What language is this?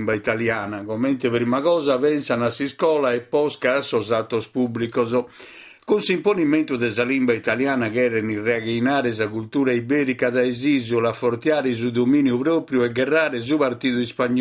Sardinian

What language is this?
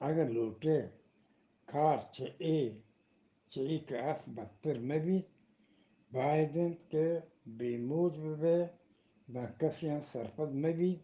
Eastern Balochi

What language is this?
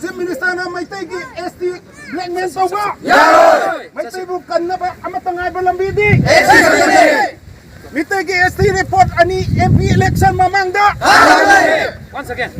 Manipuri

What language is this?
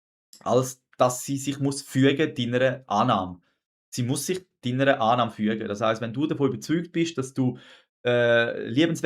Swiss German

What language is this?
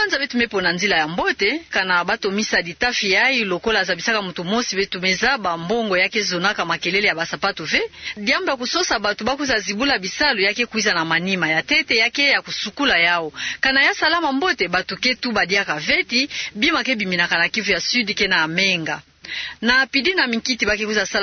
Kituba (Democratic Republic of Congo)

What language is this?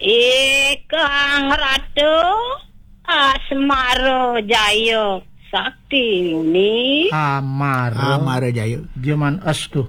Balinese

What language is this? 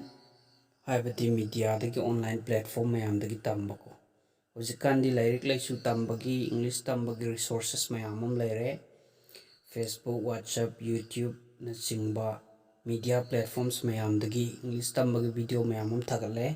Manipuri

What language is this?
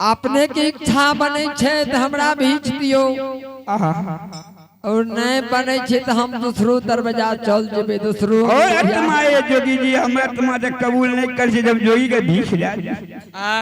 Angika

